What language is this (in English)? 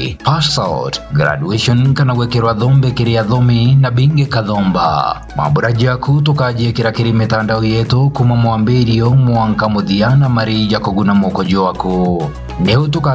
Meru